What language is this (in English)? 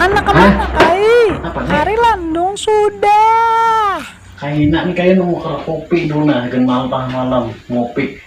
Banjar